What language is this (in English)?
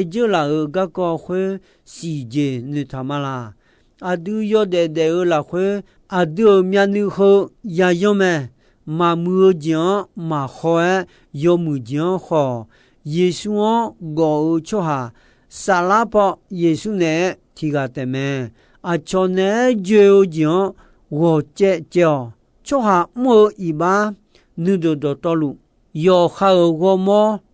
Akha